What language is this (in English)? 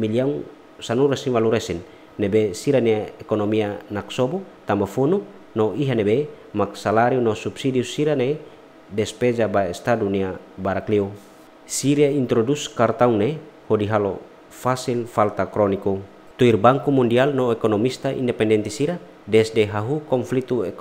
Tetum